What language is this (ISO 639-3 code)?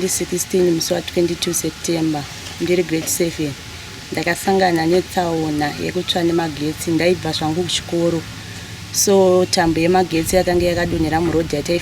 sna